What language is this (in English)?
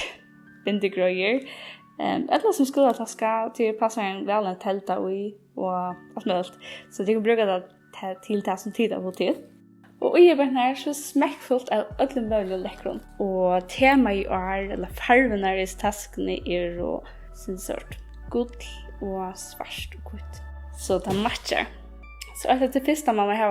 Faroese